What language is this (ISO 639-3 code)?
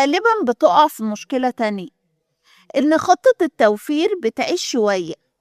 arz